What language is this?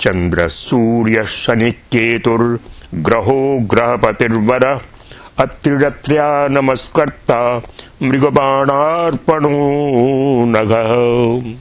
Sanskrit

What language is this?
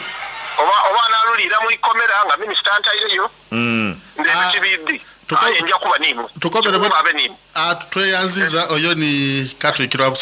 Soga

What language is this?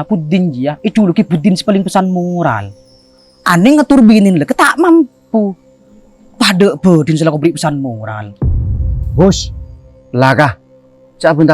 Madurese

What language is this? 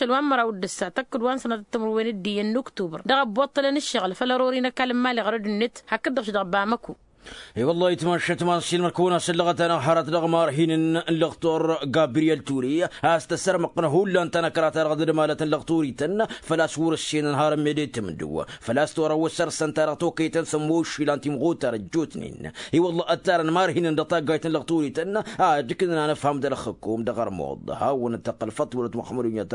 Tamasheq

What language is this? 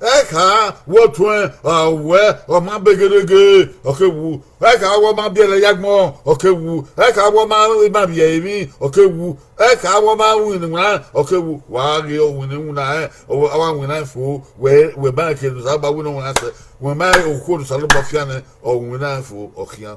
Bini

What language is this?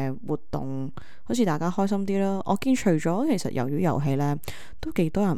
Cantonese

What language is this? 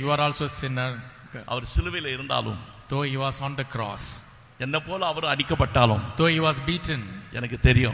Tamil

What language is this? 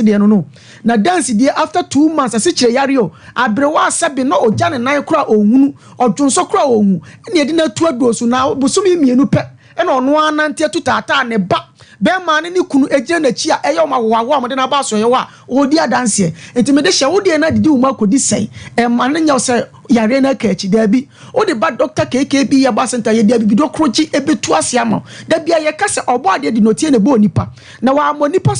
Akan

